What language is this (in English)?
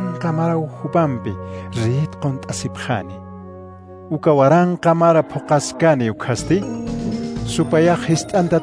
Aymara